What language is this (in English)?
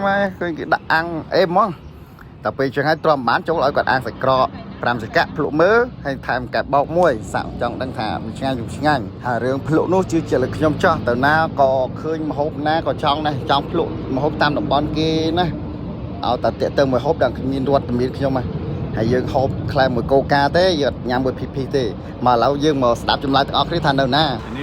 Khmer